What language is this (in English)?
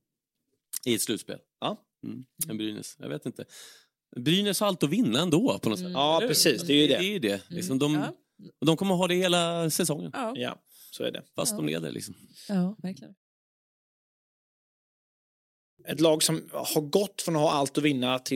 Swedish